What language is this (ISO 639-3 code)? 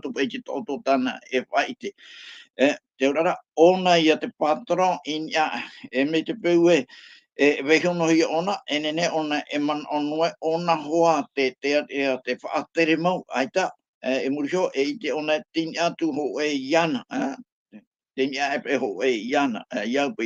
tah